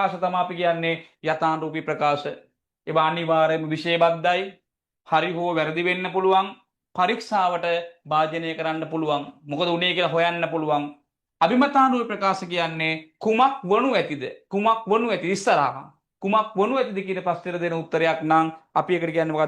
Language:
Sinhala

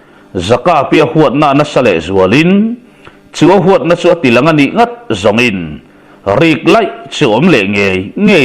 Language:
Mizo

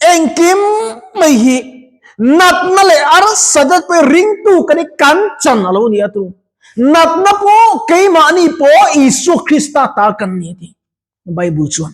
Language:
Mizo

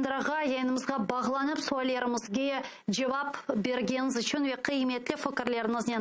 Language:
Crimean Tatar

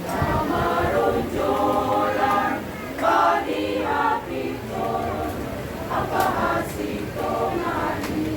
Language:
Batak Simalungun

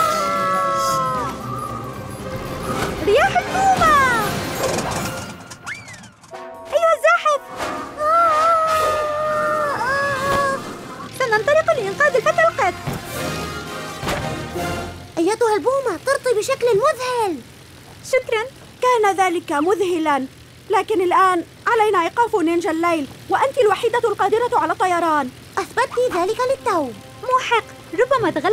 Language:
Arabic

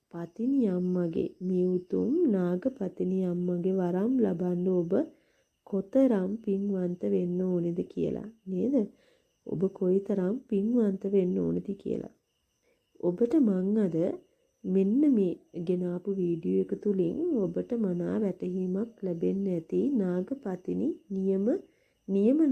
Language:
Sinhala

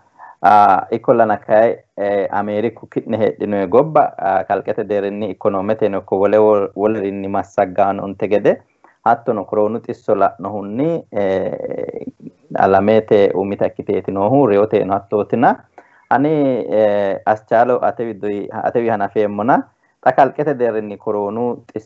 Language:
Sidamo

